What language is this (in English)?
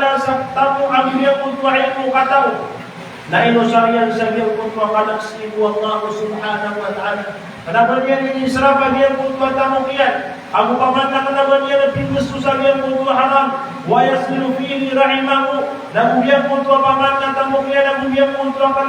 Maranao